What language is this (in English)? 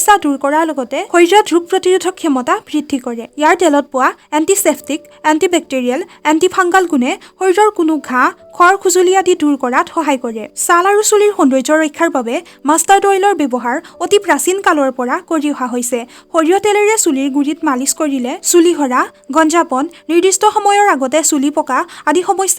Assamese